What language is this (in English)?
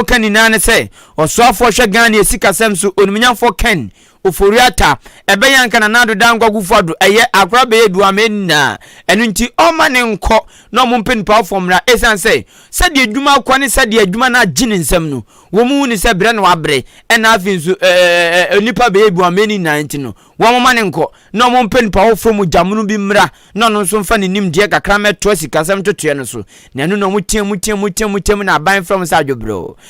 Akan